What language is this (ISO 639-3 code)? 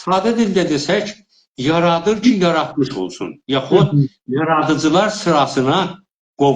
azb